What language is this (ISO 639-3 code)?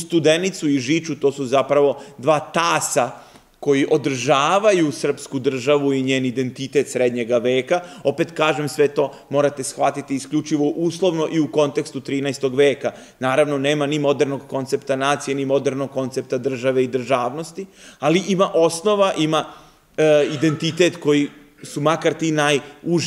srp